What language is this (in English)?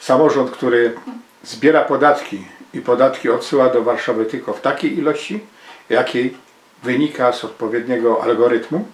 Silesian